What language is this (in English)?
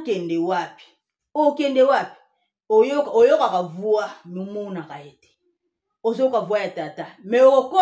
Lingala